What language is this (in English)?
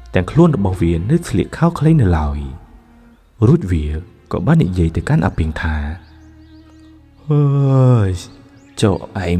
Khmer